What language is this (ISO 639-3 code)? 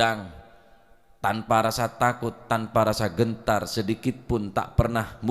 mad